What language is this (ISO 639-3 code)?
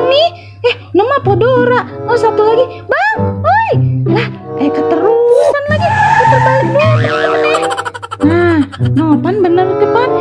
bew